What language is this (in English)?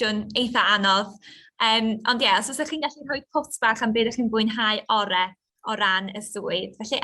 Welsh